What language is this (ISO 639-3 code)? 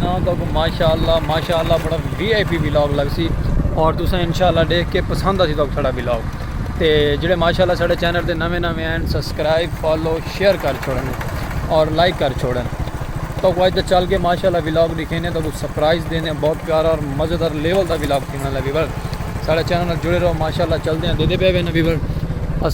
skr